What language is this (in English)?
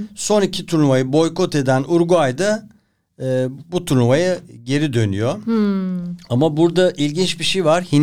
Turkish